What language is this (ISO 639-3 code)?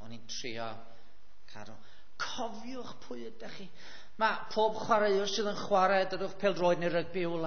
cym